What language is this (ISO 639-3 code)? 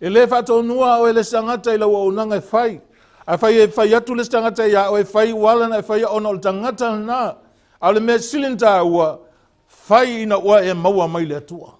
smo